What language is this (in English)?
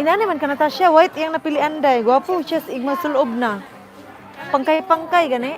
Cebuano